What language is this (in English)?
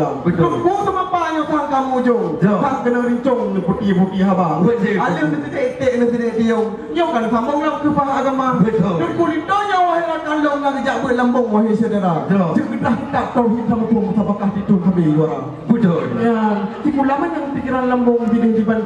Achinese